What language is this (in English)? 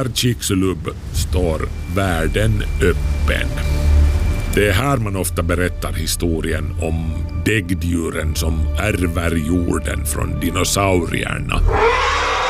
Swedish